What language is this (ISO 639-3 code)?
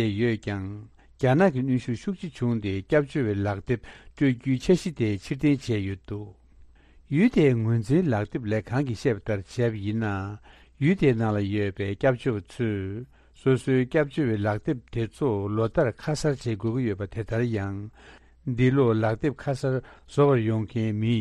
bod